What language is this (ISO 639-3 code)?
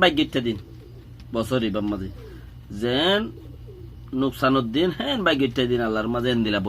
rhg